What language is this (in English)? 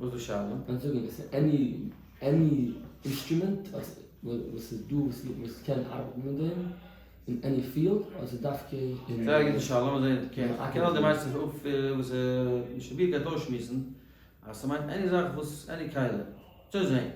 Yiddish